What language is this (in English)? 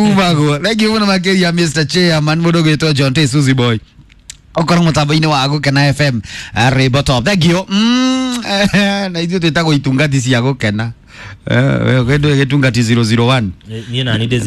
Kikuyu